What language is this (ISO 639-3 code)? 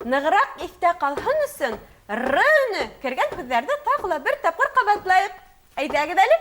bak